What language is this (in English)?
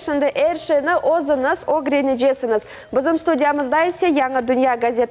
Crimean Tatar